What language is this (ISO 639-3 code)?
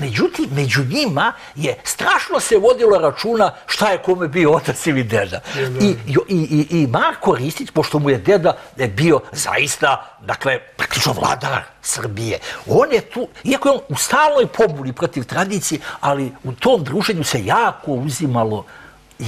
srp